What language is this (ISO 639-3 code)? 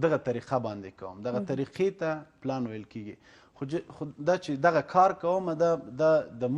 pus